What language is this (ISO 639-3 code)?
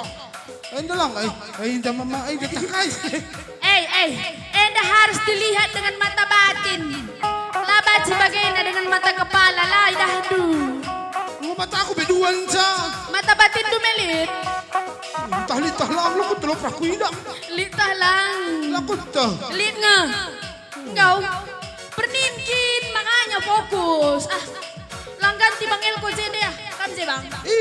btx